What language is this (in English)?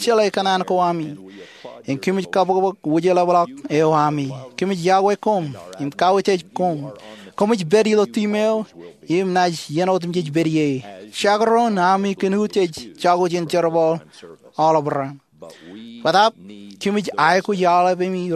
Marshallese